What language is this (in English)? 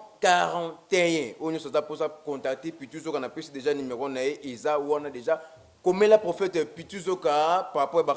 Lingala